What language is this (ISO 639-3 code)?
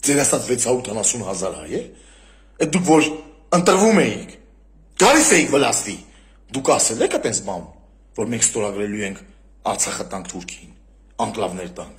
hye